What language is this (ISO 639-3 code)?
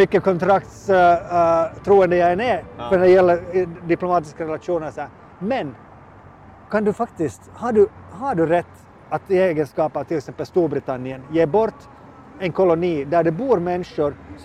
swe